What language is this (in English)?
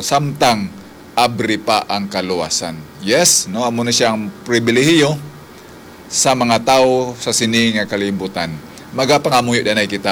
Hiligaynon